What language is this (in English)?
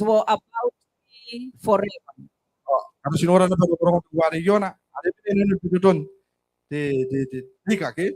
Gilbertese